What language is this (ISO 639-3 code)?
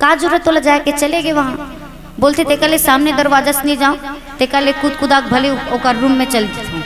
hne